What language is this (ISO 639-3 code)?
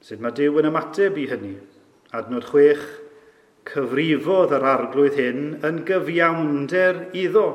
cym